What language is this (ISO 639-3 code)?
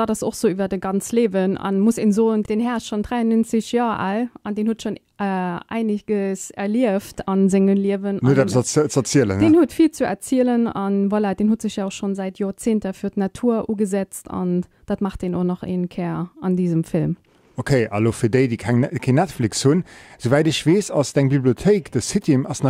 ltz